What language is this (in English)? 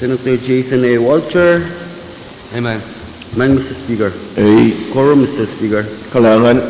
Pohnpeian